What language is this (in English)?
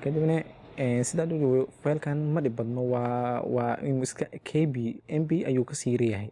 Somali